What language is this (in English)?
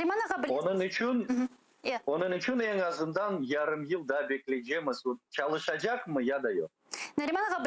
Crimean Tatar